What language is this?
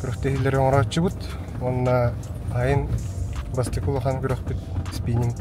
Yakut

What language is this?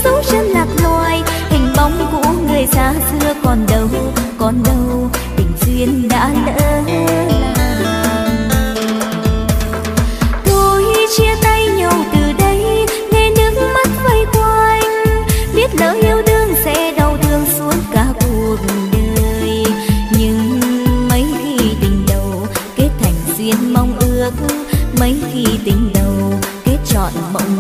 Vietnamese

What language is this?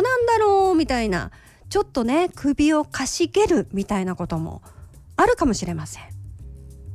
Japanese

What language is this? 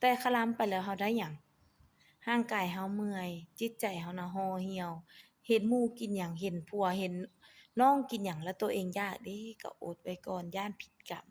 Lao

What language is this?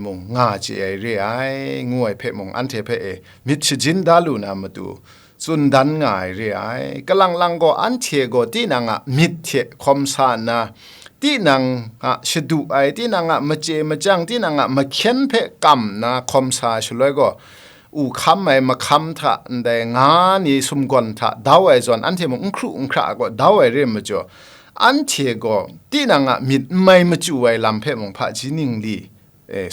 Kachin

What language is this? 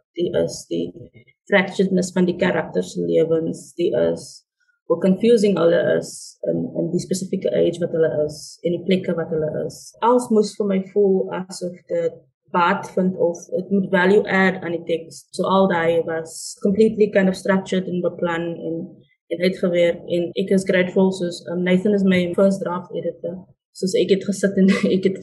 Afrikaans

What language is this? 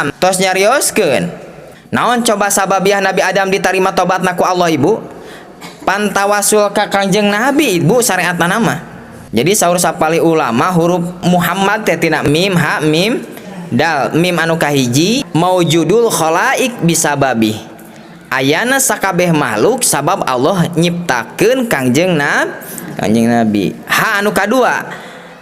Sundanese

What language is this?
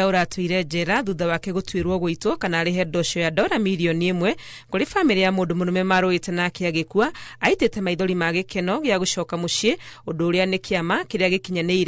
Kikuyu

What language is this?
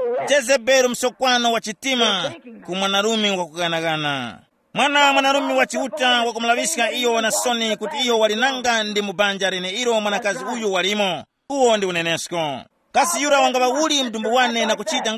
Tumbuka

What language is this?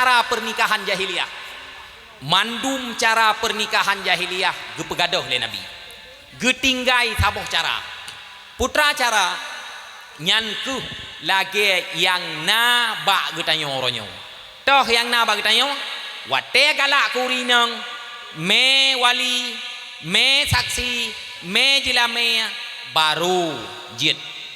Achinese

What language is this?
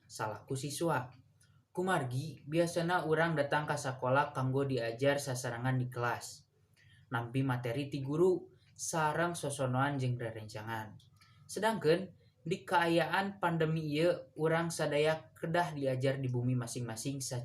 Sundanese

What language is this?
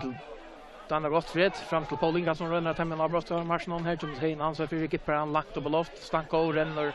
Faroese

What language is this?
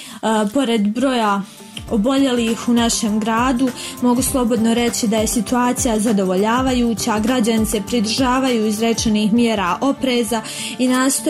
Bosnian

